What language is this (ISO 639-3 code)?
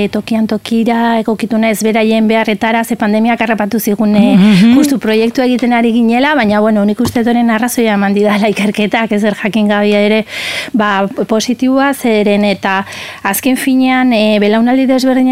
eus